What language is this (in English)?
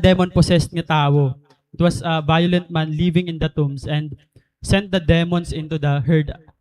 Waray